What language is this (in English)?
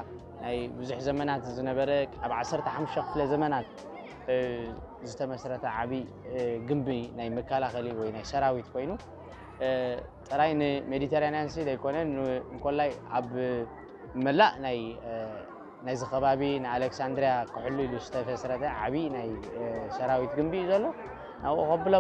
Tigrinya